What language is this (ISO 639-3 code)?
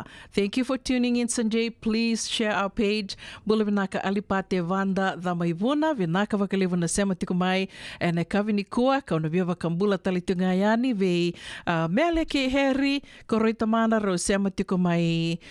fij